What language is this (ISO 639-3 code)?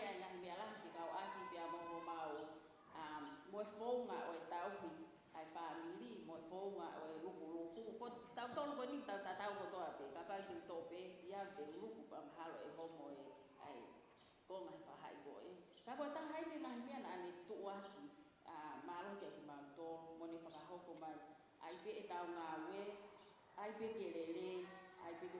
ton